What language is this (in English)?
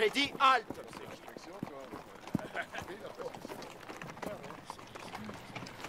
French